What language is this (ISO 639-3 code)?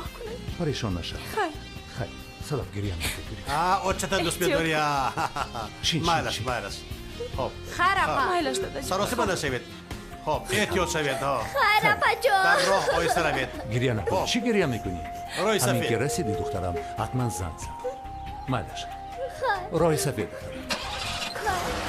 tgk